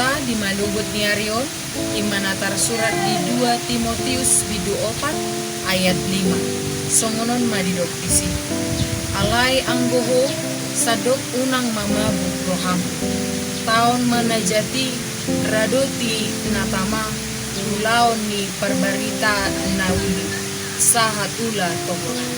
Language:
Batak Toba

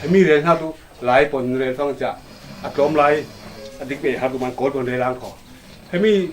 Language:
Falam Chin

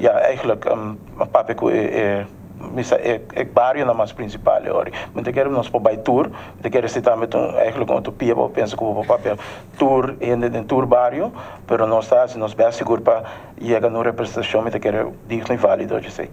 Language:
Papiamento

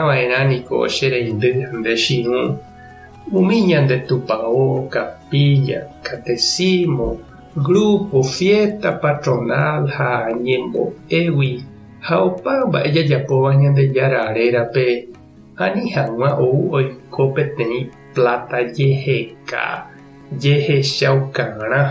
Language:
Guarani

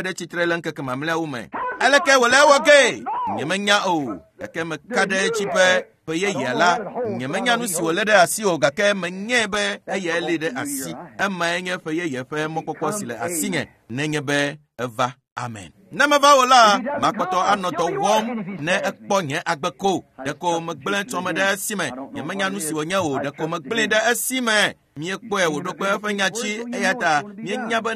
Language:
Ewe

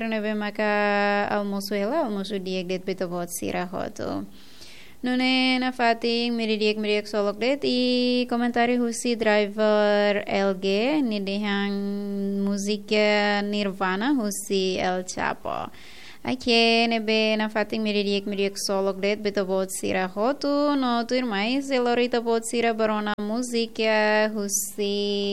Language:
Tetum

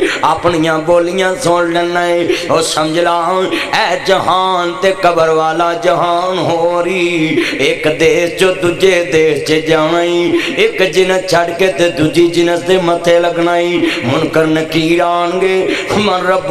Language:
Western Panjabi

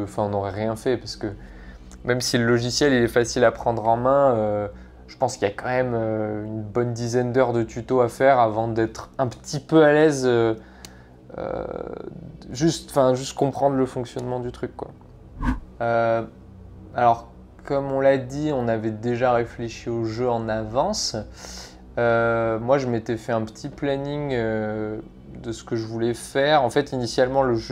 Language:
French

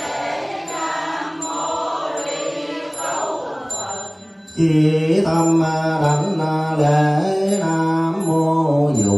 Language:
Vietnamese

